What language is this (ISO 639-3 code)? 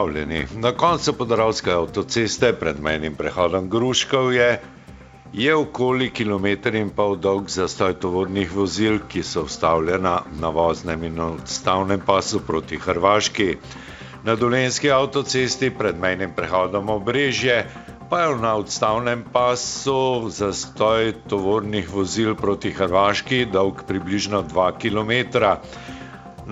slv